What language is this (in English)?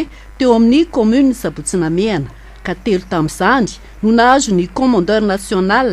Malagasy